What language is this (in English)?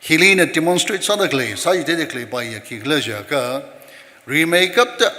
Tangkhul Naga (India)